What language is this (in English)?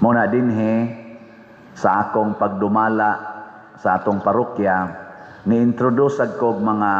Cebuano